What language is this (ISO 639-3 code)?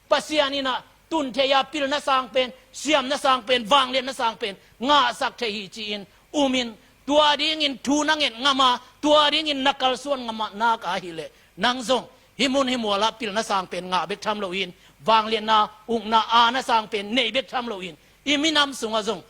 ctd